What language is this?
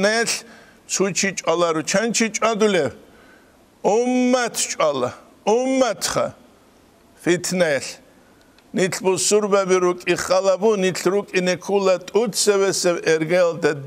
Avaric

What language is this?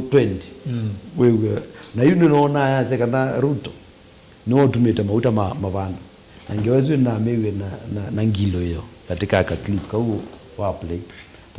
Kamba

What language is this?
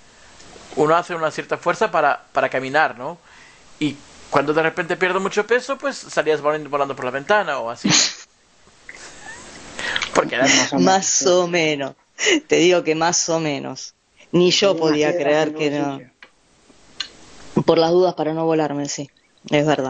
Spanish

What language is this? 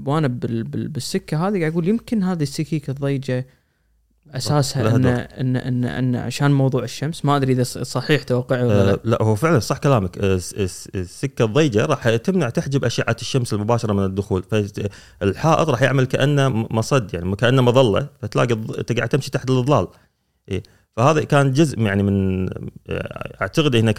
Gulf Arabic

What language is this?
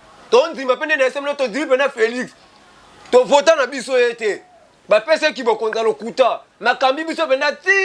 Lingala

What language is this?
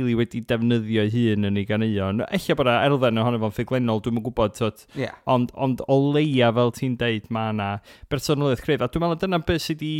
Welsh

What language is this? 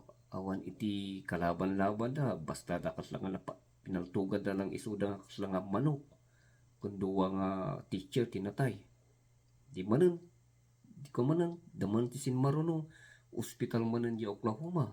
Iloko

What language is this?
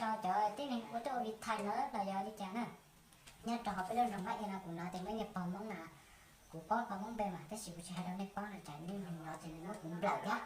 Hmong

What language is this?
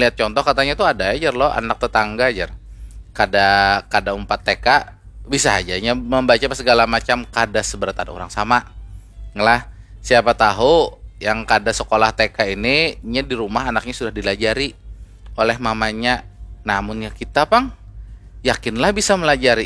Banjar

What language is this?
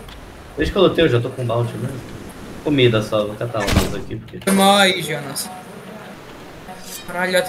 Portuguese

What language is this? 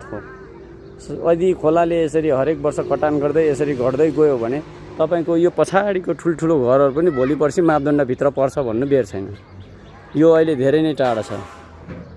Nepali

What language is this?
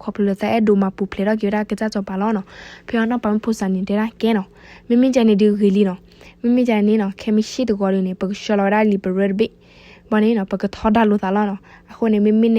S'gaw Karen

